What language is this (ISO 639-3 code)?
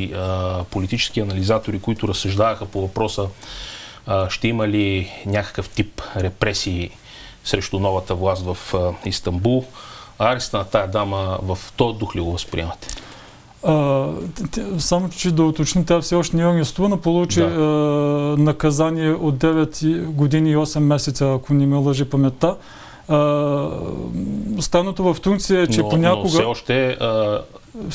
bul